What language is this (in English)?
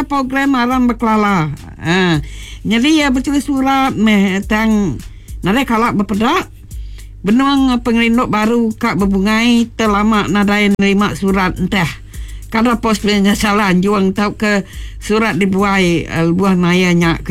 Iban